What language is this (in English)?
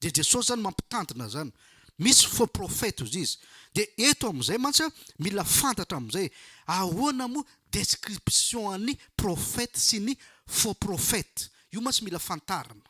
Malagasy